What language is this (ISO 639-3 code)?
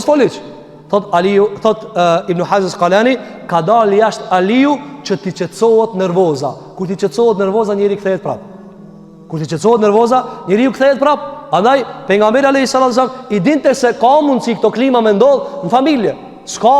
sqi